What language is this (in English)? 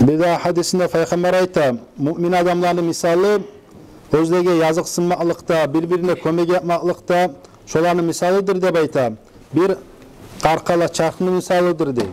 Kumyk